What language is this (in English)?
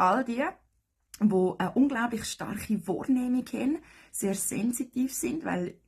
Swiss German